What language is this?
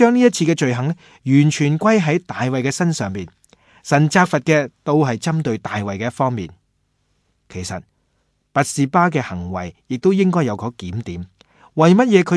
Cantonese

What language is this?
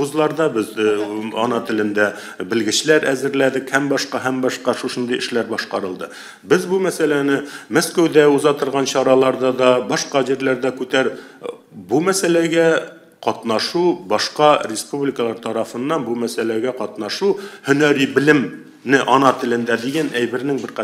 Tatar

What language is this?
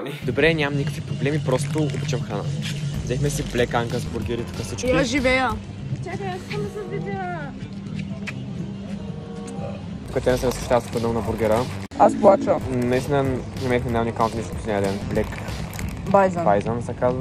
Bulgarian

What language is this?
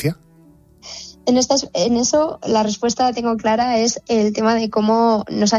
Spanish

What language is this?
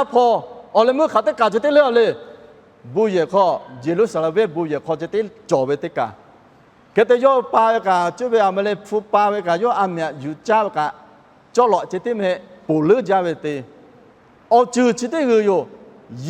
Lahu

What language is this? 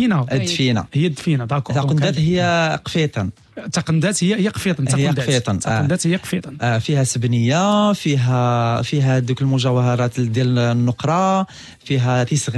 Moroccan Arabic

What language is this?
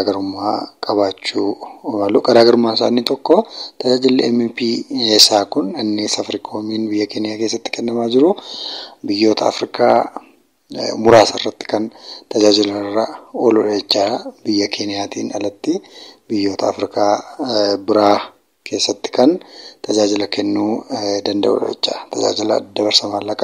Oromo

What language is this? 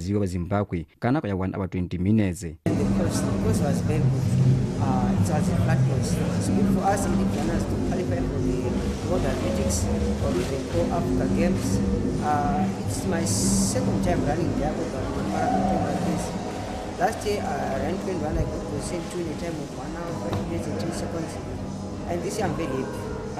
Tswana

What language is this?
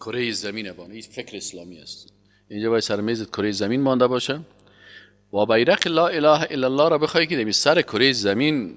Persian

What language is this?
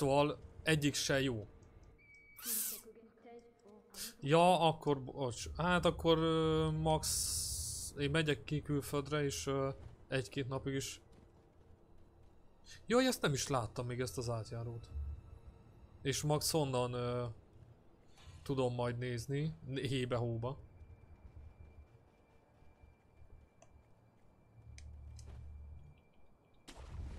Hungarian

